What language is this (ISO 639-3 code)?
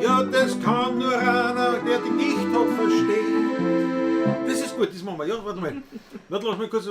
bar